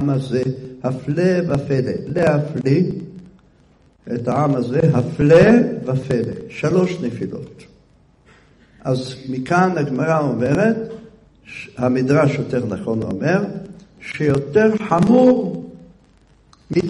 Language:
Hebrew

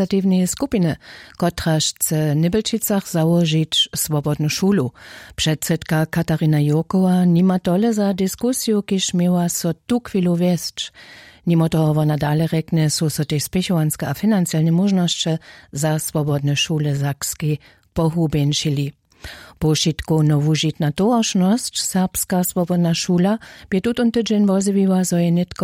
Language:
Upper Sorbian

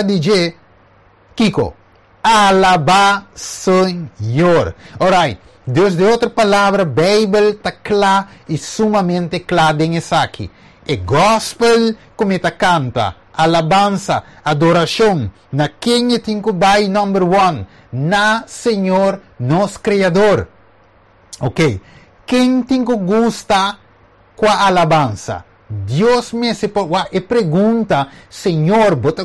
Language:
Papiamento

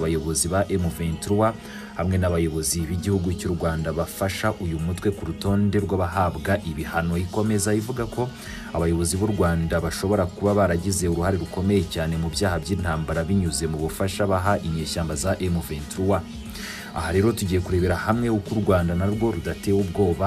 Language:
Kinyarwanda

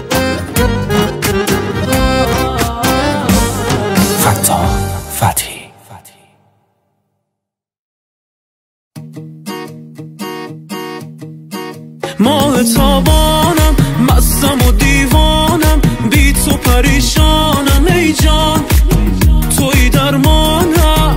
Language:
Persian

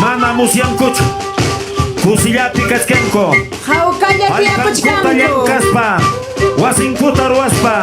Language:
Ayacucho Quechua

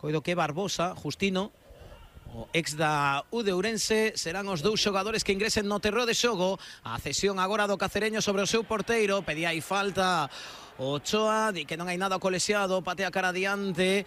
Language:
Galician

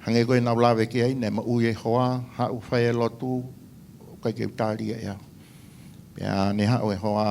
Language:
Tongan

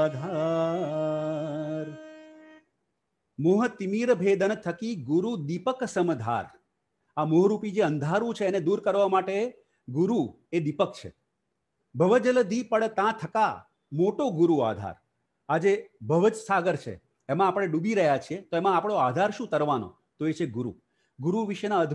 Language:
Gujarati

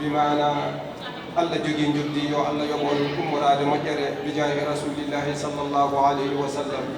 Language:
Fula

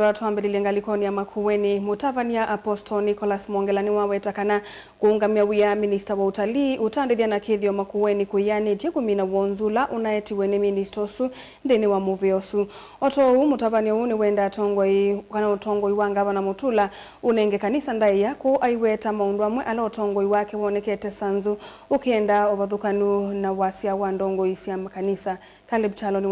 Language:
Kamba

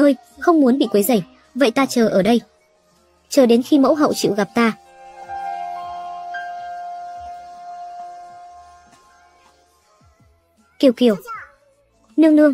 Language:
Vietnamese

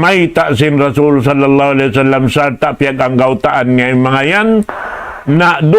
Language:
Tausug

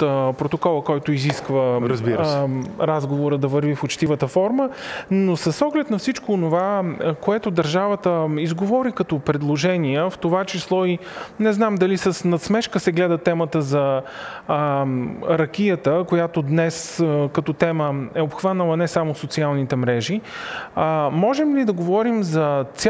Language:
Bulgarian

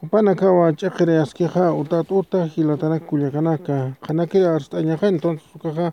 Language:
Aymara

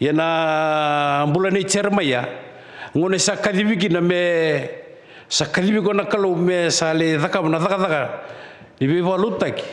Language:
Fijian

